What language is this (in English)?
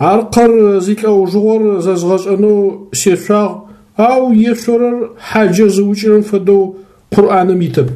Adyghe